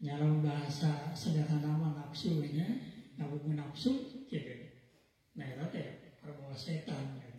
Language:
Sundanese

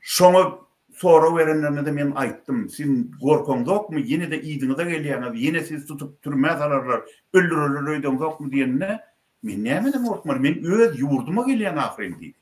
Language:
Turkmen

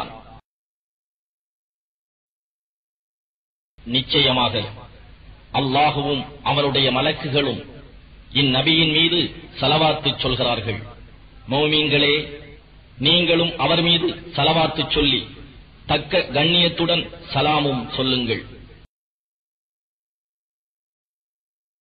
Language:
Tamil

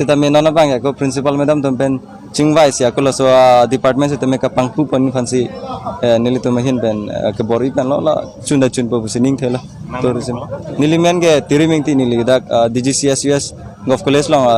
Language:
Karbi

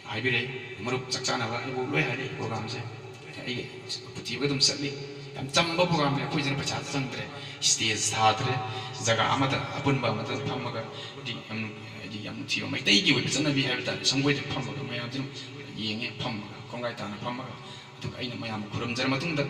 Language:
Manipuri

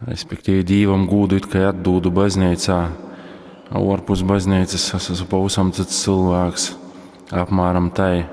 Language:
Latgalian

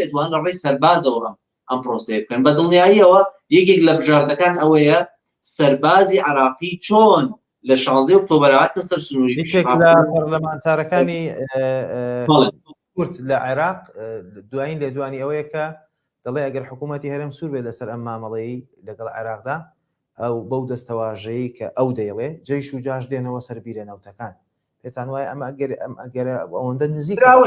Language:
Central Kurdish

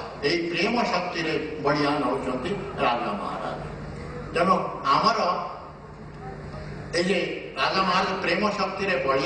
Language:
Odia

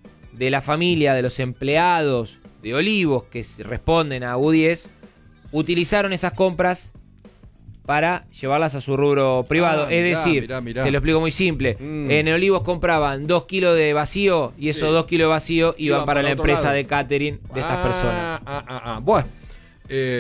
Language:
Spanish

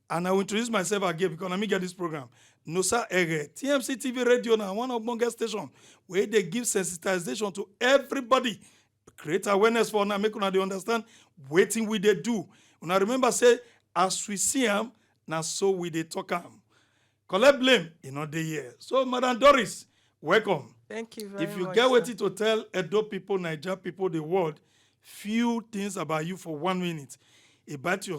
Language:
Nigerian Pidgin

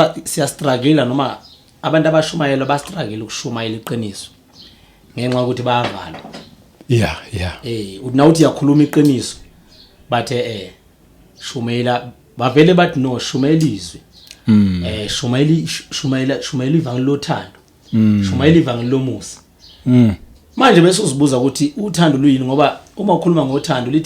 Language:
Zulu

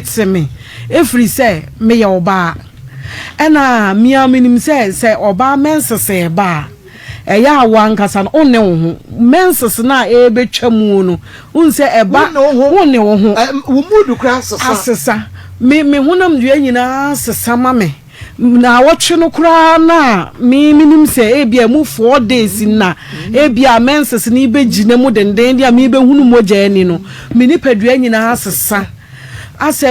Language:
Akan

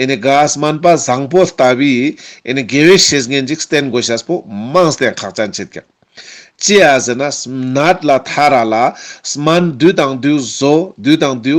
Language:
Ladakhi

